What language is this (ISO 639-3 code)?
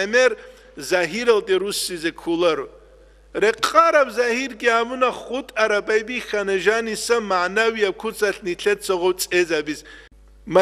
ava